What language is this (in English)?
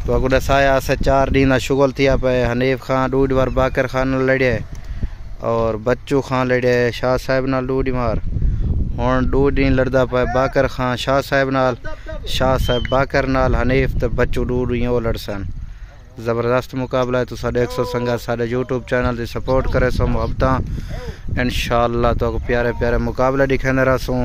Saraiki